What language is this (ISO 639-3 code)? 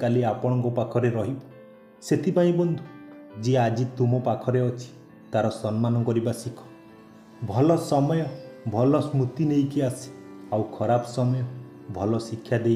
ori